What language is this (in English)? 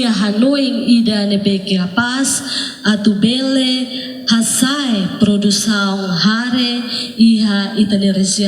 Tetum